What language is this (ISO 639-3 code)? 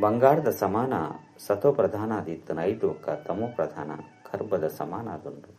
tcy